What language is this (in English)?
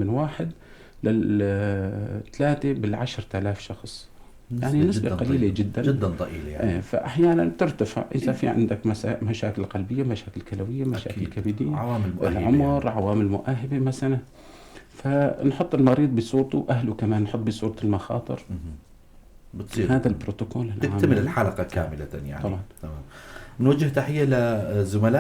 North Levantine Arabic